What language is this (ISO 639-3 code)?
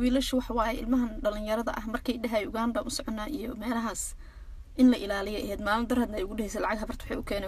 som